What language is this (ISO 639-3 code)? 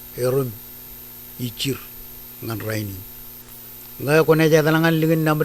mah